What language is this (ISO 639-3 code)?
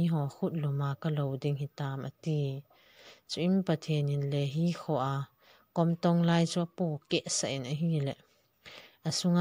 tcz